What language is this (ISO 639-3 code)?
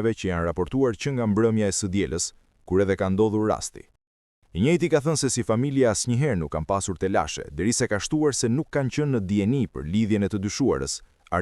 sqi